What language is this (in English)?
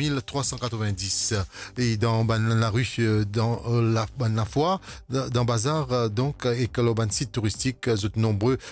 Morisyen